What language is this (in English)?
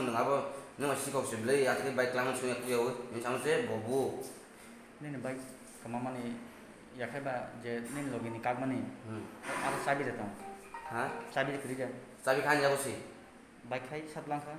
Kok Borok